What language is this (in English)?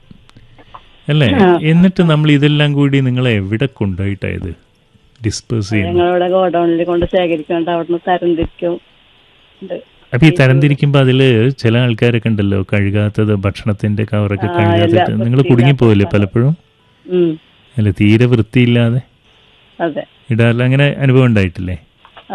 Malayalam